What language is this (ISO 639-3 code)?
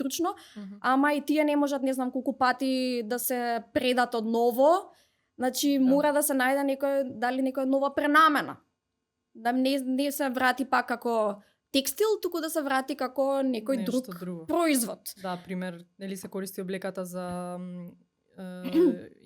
mkd